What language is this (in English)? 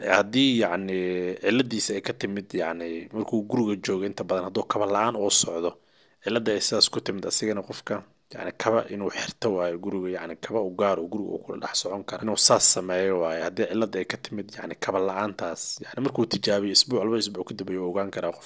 Somali